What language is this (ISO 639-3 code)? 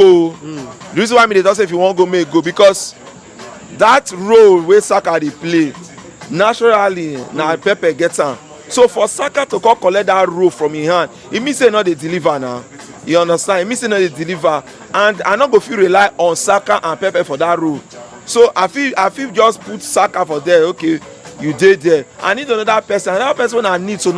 pcm